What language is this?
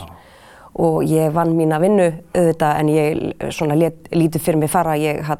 Icelandic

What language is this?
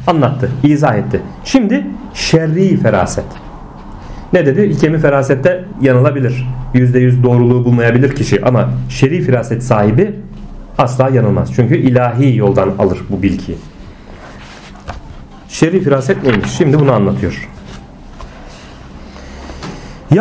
Turkish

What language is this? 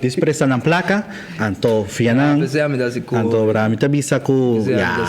Papiamento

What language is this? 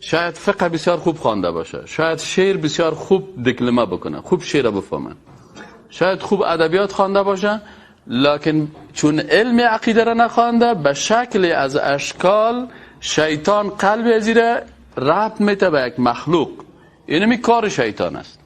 Persian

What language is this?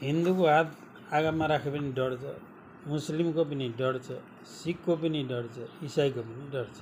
Nepali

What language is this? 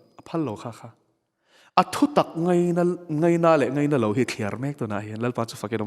Mizo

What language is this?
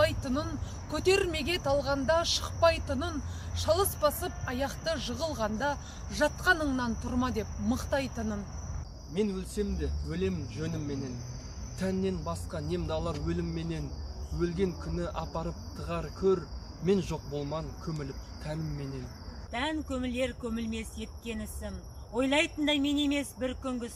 Kazakh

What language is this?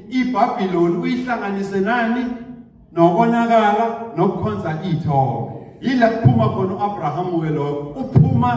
Zulu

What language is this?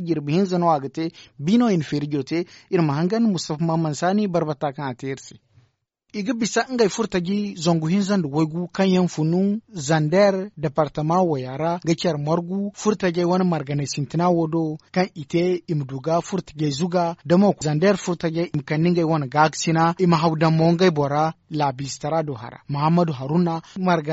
Zarma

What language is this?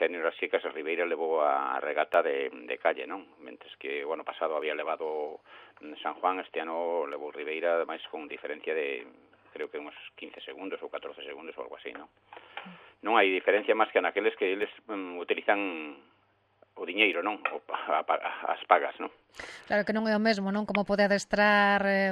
Galician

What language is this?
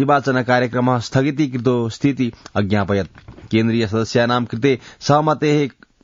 Sanskrit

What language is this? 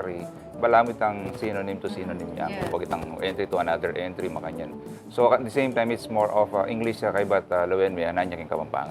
Pampanga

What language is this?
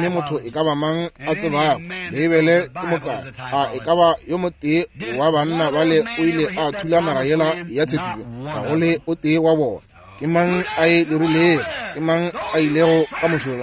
Northern Sotho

